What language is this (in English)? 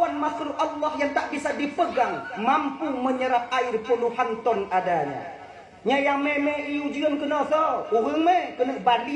Achinese